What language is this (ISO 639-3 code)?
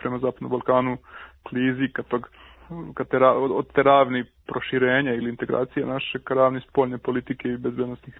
srp